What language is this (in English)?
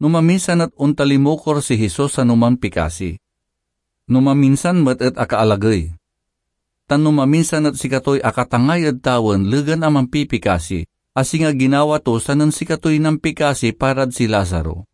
Pangasinan